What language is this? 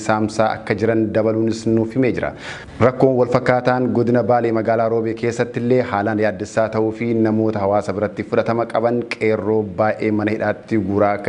Oromo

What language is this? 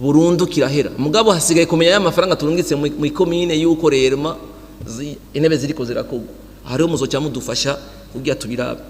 Rundi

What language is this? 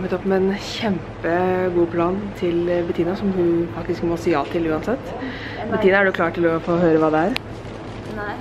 Norwegian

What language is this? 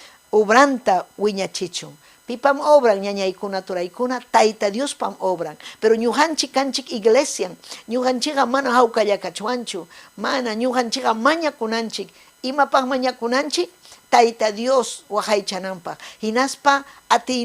Ayacucho Quechua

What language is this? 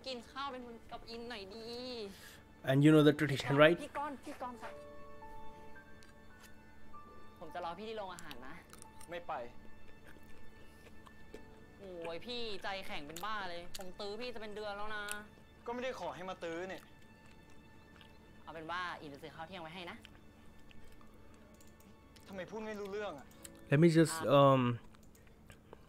Thai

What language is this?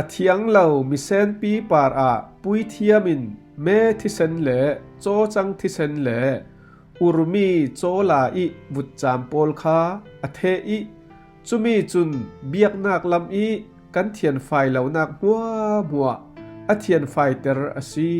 Falam Chin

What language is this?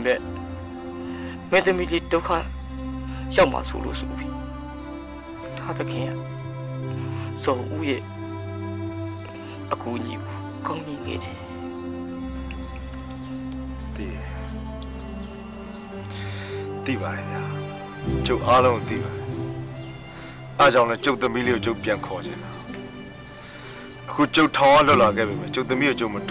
Burmese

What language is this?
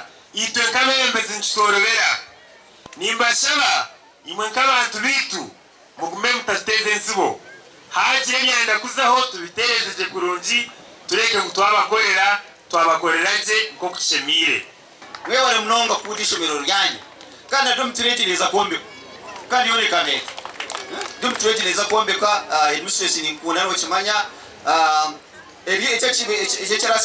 Nyankole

